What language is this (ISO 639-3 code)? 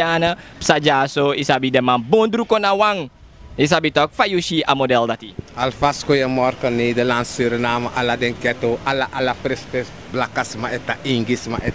srn